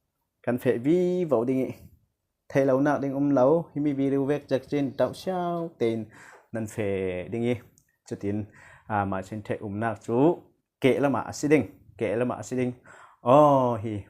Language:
Falam Chin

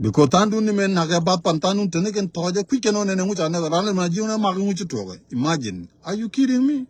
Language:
Nuer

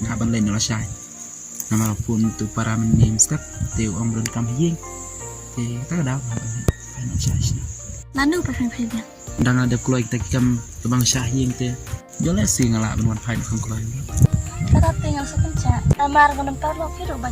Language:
Khasi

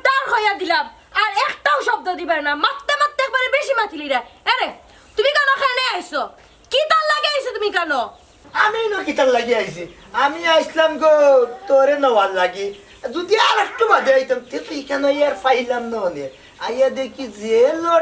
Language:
Sylheti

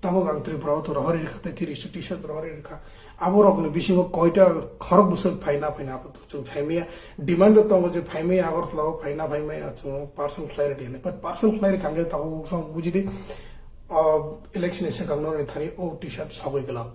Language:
Kok Borok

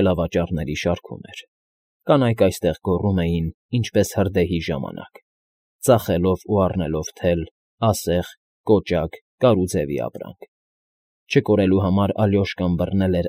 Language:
Armenian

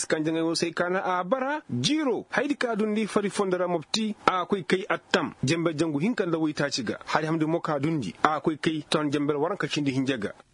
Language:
Koyraboro Senni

